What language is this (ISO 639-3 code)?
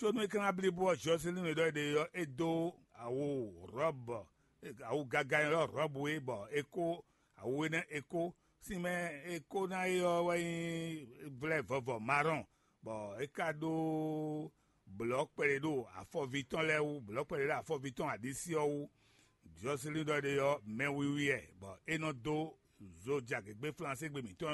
fon